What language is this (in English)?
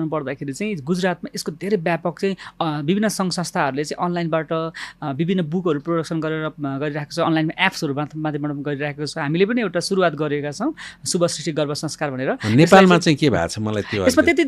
Nepali